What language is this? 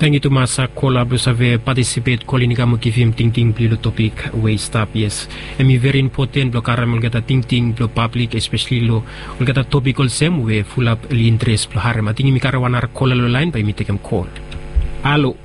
Bislama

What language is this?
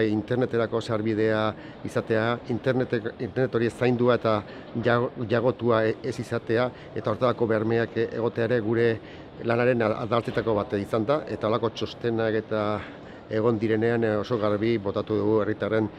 Basque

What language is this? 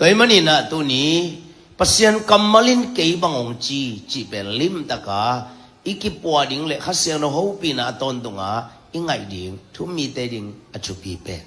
Tedim Chin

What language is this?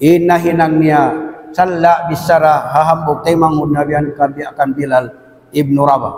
Tausug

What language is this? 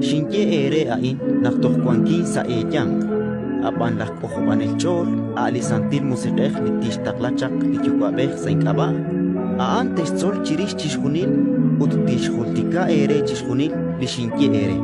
Kekchí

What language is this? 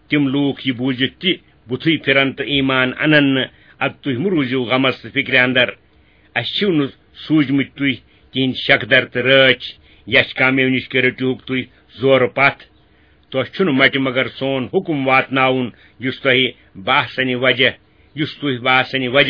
Kashmiri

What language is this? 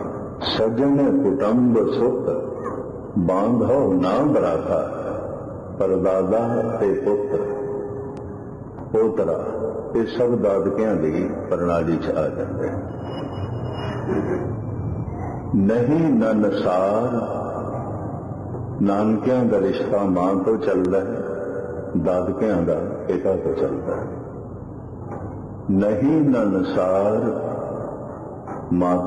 Punjabi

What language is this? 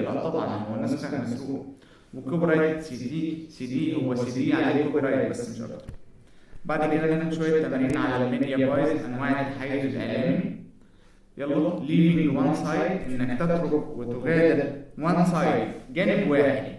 Egyptian Arabic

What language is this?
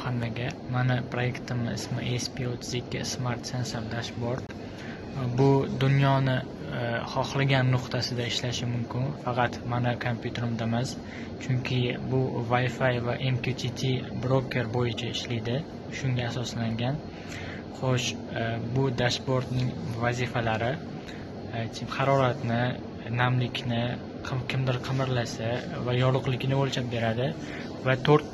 Uzbek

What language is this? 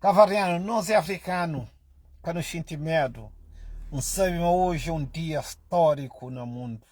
Kabuverdianu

